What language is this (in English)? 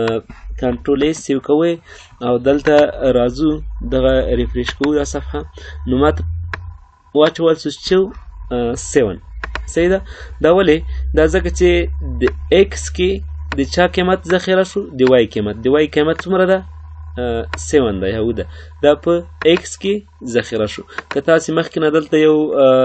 Pashto